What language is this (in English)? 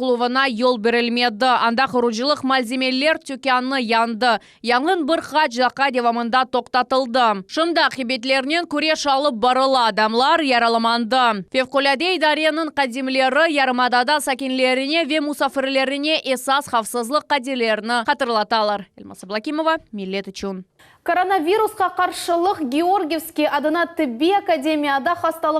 Crimean Tatar